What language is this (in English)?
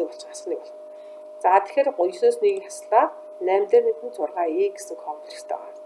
Mongolian